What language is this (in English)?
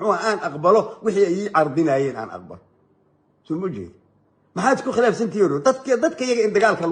Somali